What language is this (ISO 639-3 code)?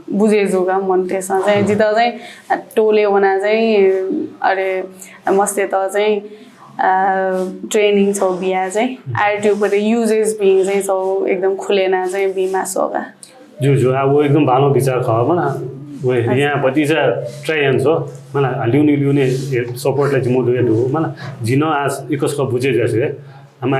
new